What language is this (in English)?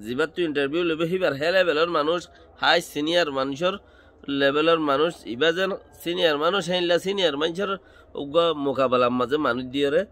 Rohingya